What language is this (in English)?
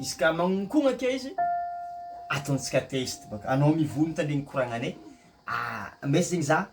Malagasy